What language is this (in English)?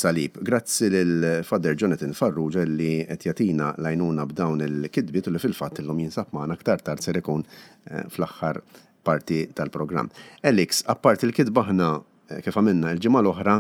Maltese